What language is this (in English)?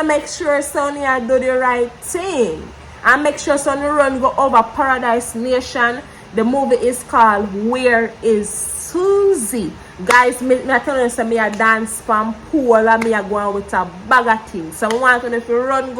Jamaican Creole English